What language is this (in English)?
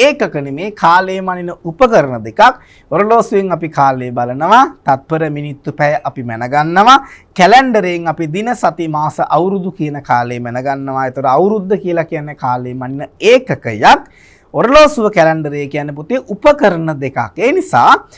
Sinhala